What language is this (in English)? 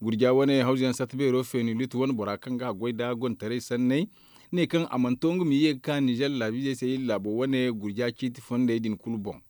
Zarma